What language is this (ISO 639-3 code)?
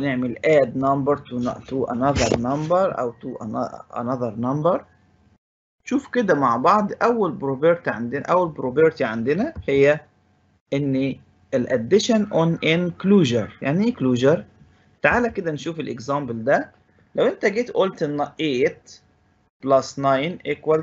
arz